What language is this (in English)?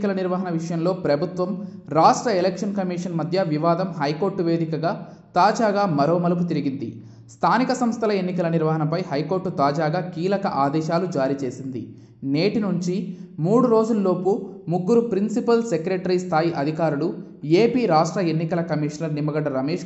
Telugu